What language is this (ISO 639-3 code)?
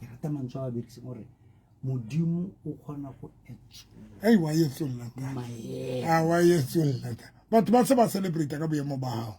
sot